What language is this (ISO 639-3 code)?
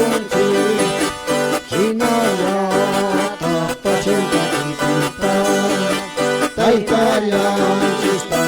que